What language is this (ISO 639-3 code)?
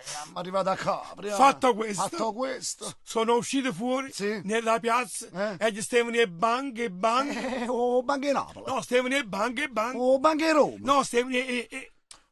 nap